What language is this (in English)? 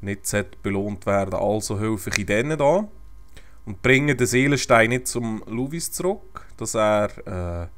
Swiss German